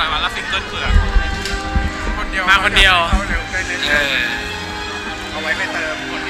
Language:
Thai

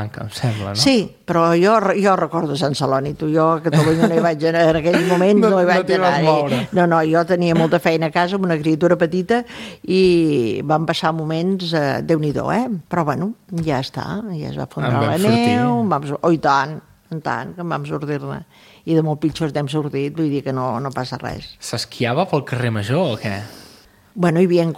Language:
Catalan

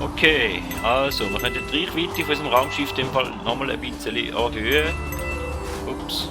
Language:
Swiss German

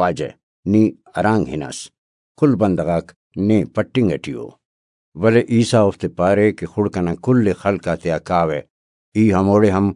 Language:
Brahui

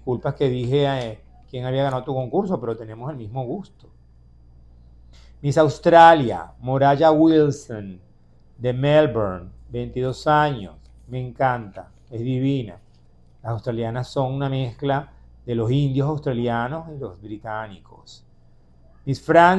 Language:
Spanish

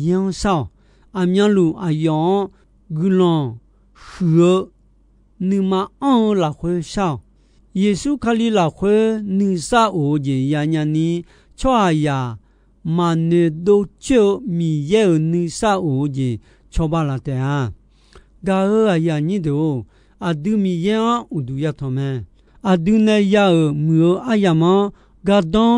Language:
Akha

